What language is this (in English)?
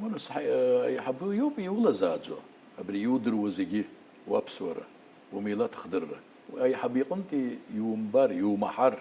Abkhazian